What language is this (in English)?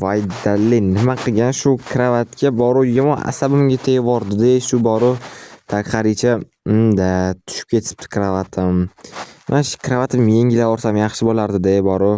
Uzbek